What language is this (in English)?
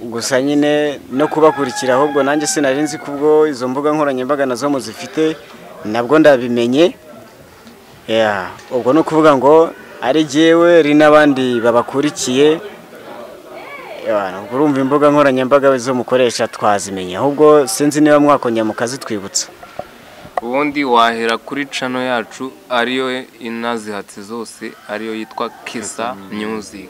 Kinyarwanda